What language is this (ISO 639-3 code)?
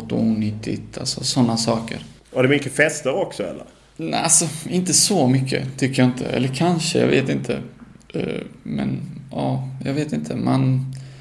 swe